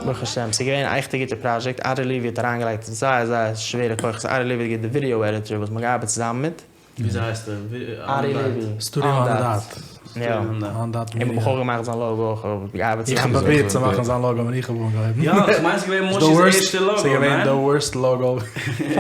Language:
Yiddish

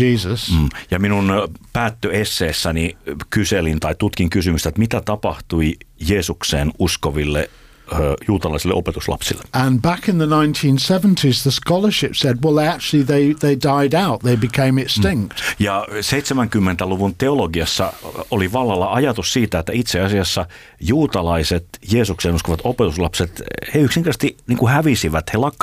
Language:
Finnish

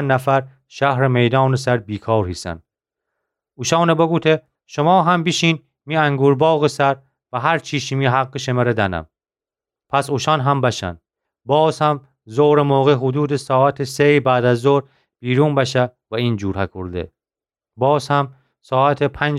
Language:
Gilaki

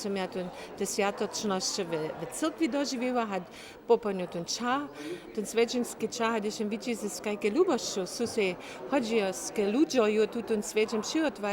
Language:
Upper Sorbian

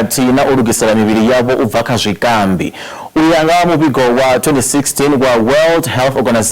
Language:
Venda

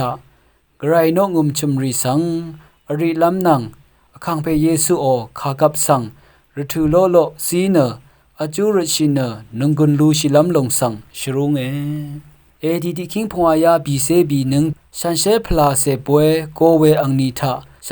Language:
Rawang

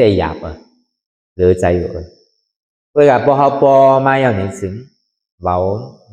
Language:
Shan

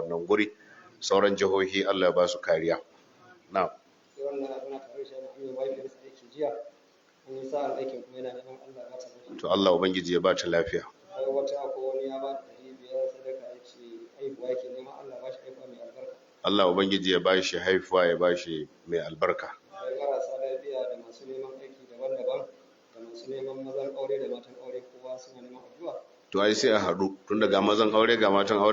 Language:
Hausa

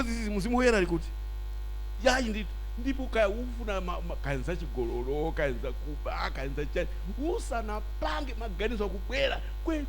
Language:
Nyanja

